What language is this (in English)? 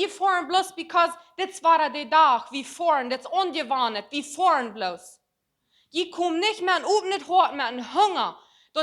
Plautdietsch